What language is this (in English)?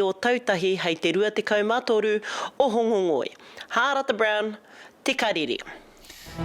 Māori